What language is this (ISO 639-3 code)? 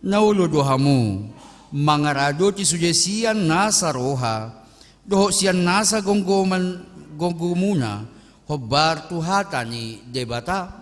bbc